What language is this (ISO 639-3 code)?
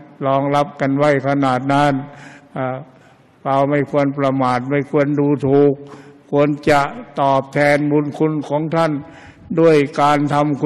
tha